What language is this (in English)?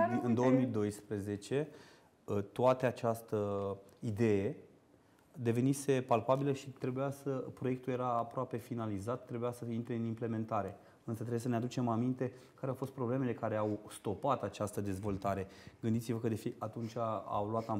Romanian